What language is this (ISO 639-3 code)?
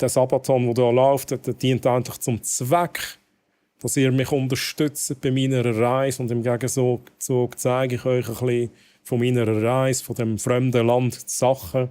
gsw